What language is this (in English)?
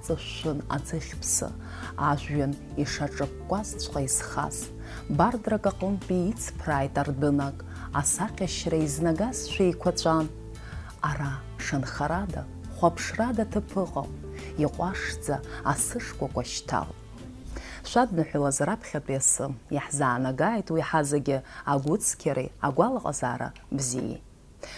Abkhazian